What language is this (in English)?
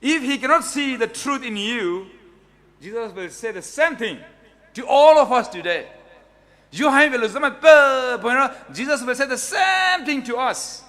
Poumei Naga